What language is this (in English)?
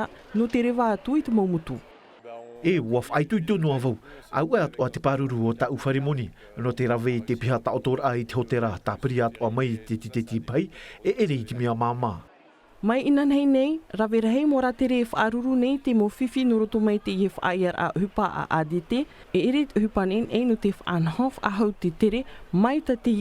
Tahitian